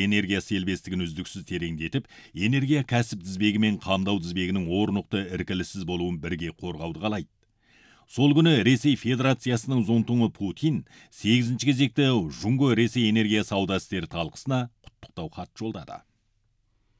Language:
Kazakh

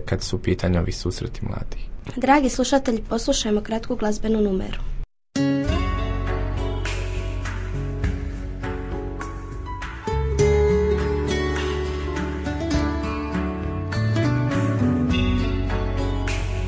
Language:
Croatian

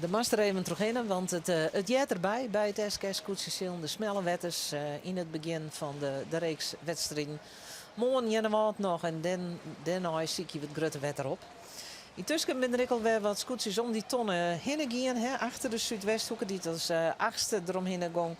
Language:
Western Frisian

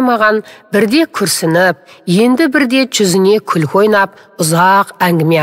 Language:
Kazakh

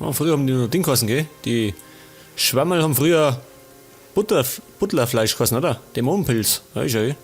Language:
Bavarian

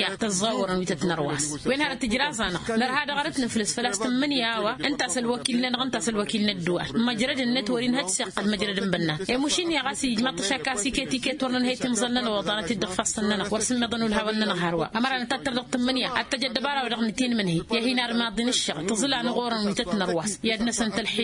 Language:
Tamasheq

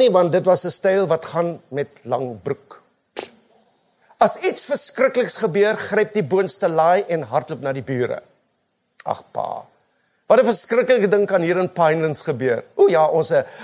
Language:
Afrikaans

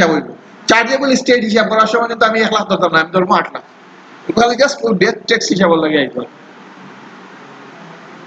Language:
Sylheti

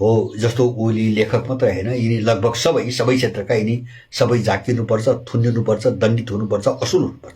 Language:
Nepali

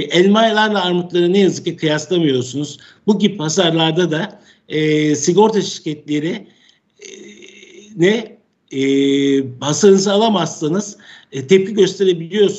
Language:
Turkish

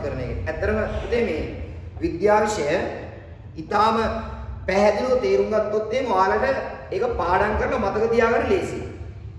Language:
Sinhala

